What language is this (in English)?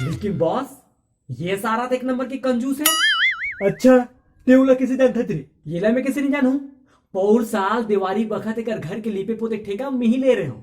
Chhattisgarhi